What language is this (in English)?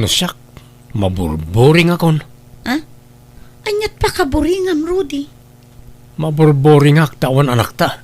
Iloko